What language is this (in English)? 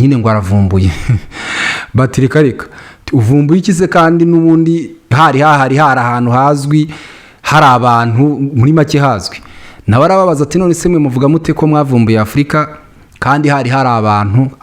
Kinyarwanda